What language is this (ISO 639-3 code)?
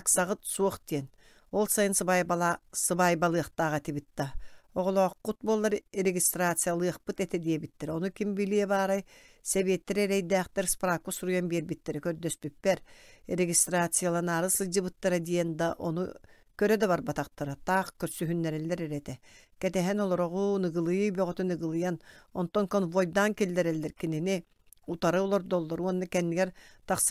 sah